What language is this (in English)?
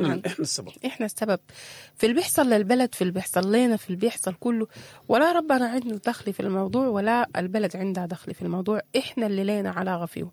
Sudanese Arabic